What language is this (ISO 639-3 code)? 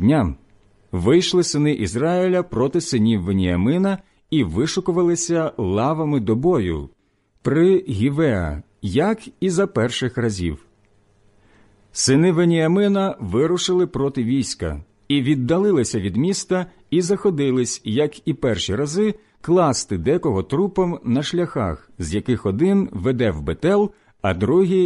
ukr